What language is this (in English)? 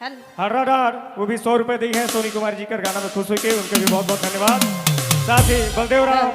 Sadri